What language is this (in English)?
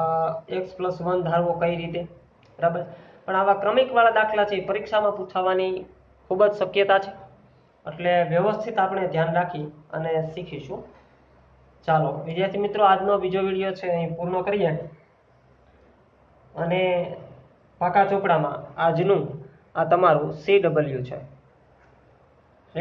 Gujarati